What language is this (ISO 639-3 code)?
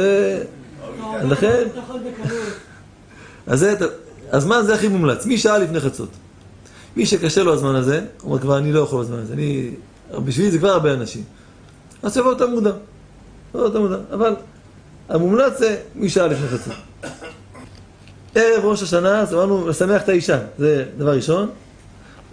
heb